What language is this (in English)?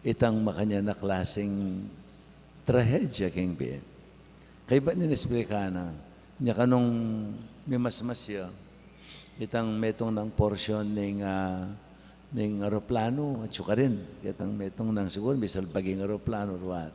Pampanga